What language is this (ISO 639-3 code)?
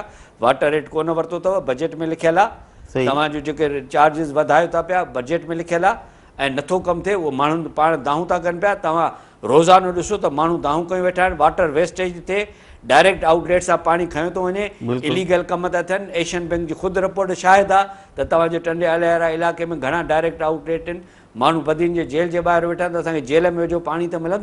snd